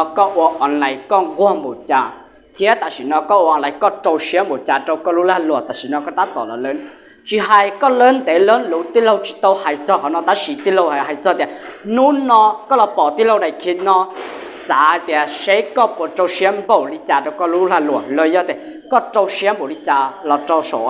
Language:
Hmong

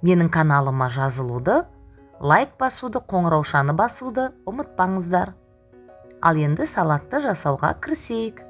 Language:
Kazakh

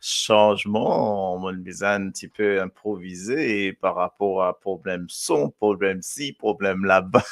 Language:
Morisyen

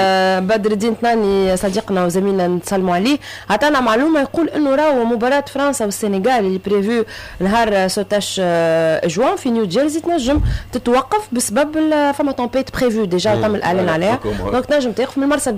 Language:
Tunisian Arabic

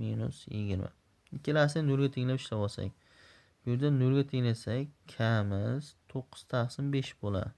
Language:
Uzbek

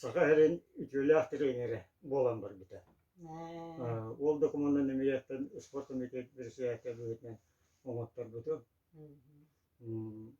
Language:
Yakut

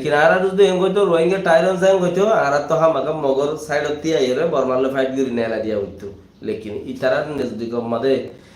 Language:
Rohingya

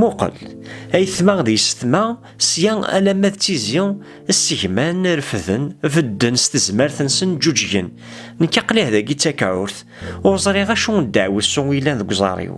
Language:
Kabyle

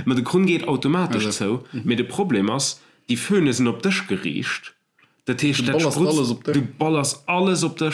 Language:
Luxembourgish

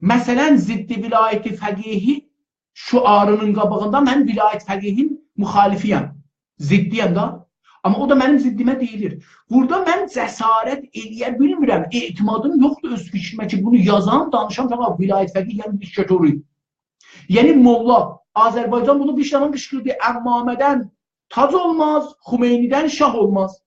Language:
South Azerbaijani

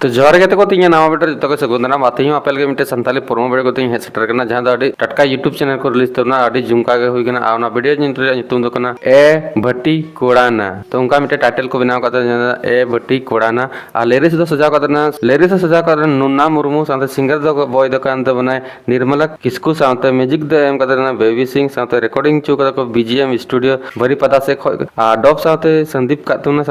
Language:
Santali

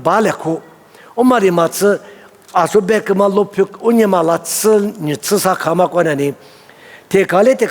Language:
Lisu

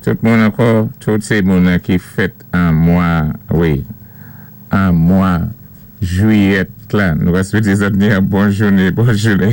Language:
Saint Lucian Creole French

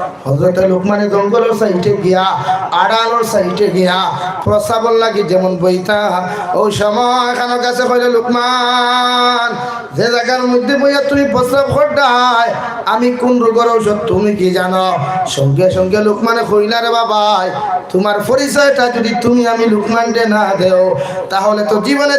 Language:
Sylheti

